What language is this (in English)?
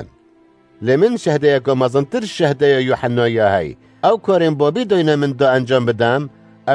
Kurdish